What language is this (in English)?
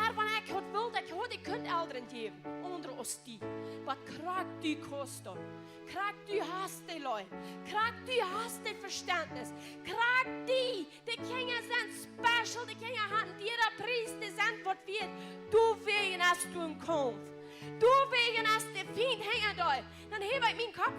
Plautdietsch